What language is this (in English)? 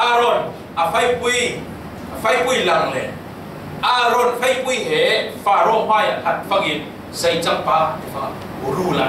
Falam Chin